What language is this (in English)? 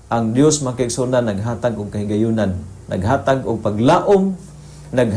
Cebuano